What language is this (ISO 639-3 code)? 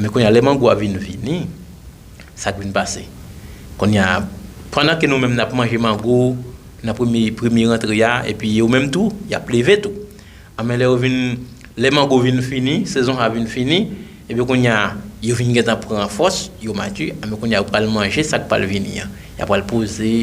hat